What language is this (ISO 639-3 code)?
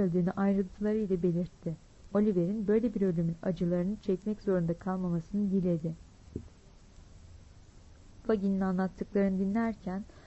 tur